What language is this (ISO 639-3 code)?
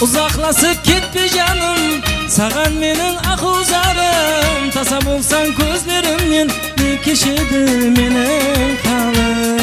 kaa